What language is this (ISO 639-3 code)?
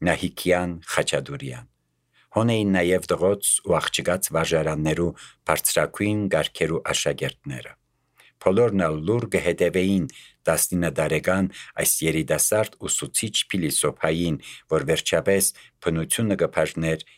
hye